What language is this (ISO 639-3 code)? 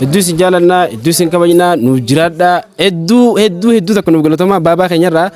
orm